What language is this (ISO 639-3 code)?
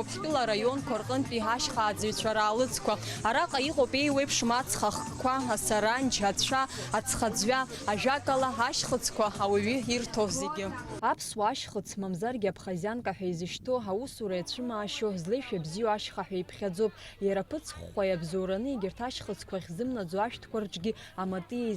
abk